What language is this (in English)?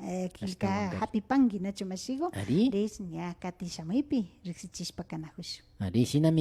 Imbabura Highland Quichua